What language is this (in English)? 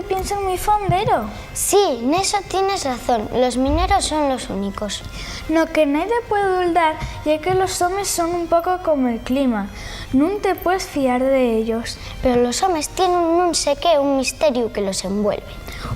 Asturian